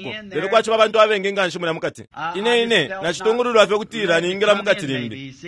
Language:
Bemba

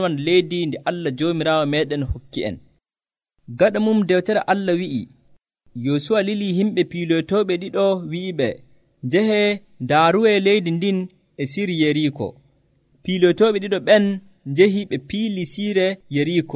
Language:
Nigerian Fulfulde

